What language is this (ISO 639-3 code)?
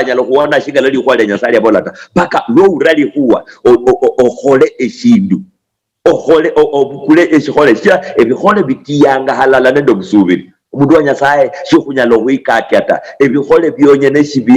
luy